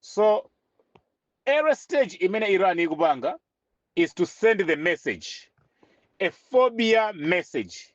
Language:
Nyanja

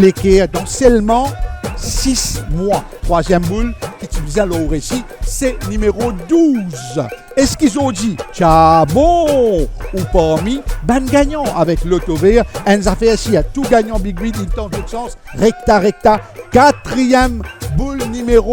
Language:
Morisyen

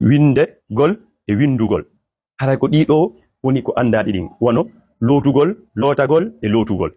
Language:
Fula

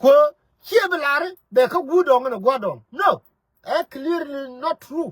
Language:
Nuer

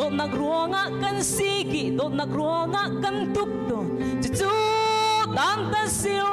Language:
Hakha Chin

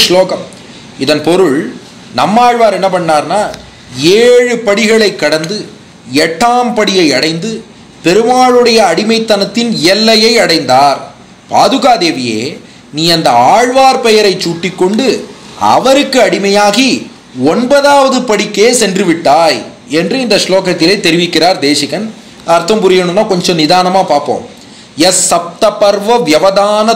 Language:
Tamil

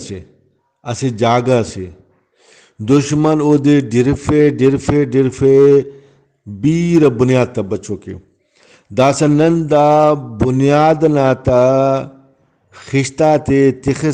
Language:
Brahui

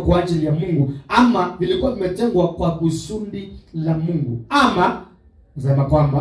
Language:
Swahili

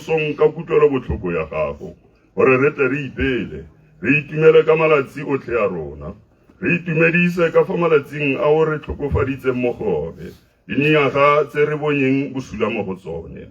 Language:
Tswana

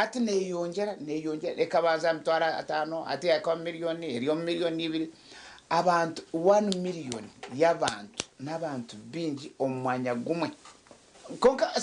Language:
Nyankole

